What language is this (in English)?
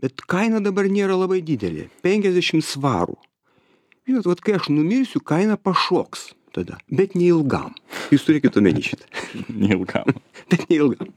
Lithuanian